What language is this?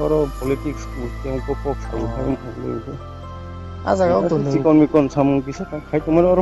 Kok Borok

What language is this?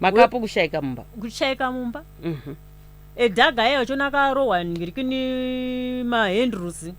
Shona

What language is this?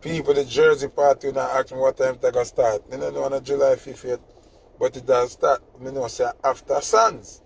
Jamaican Creole English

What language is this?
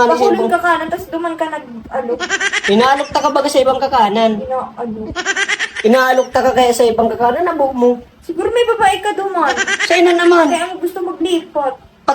Bikol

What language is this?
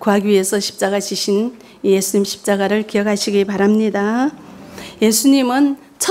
Korean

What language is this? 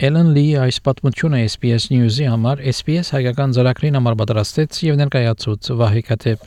Armenian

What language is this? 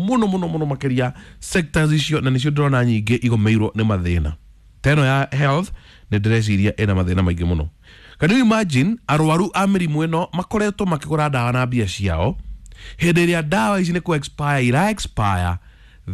Kikuyu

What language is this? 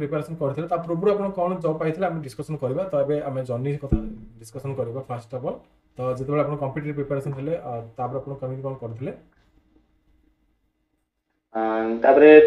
Odia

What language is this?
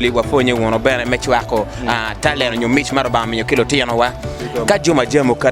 Acoli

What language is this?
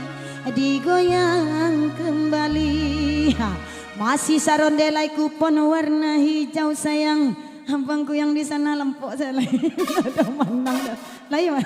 Minangkabau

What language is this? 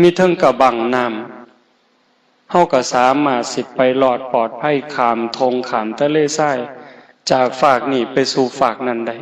Northeastern Thai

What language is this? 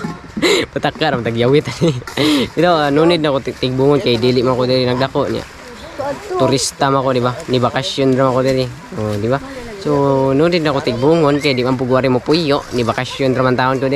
Cebuano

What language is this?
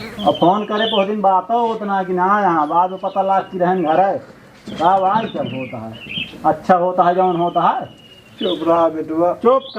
Awadhi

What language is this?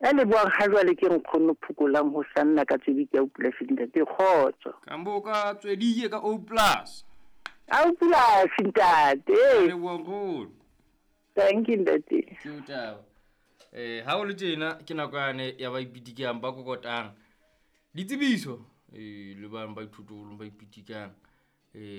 Southern Sotho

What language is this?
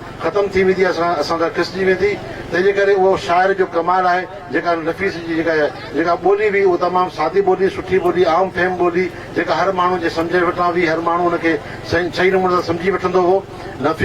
Sindhi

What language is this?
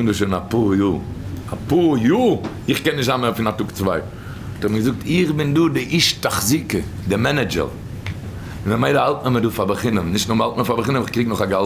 Yiddish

